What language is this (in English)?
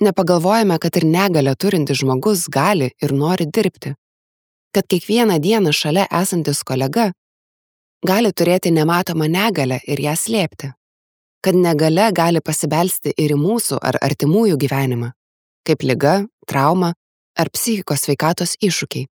Lithuanian